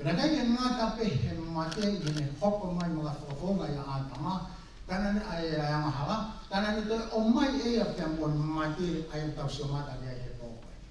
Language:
Tongan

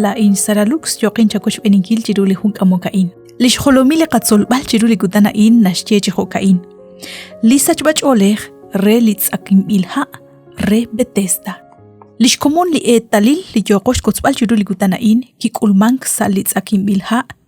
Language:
Kekchí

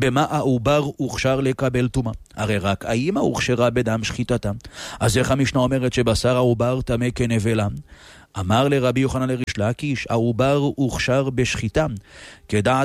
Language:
Hebrew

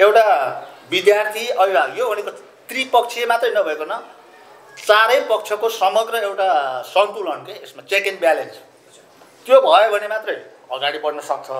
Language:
Nepali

